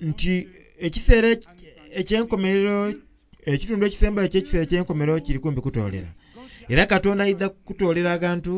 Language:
Soga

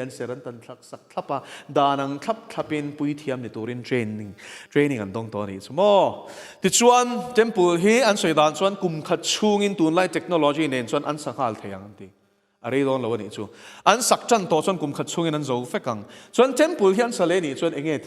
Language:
Mizo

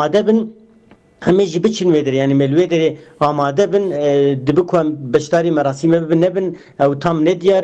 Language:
Kurdish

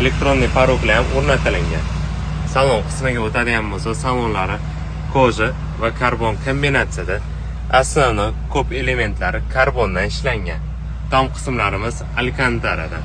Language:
Uzbek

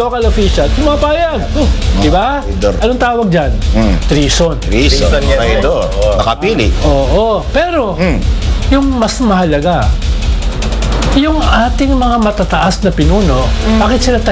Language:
Filipino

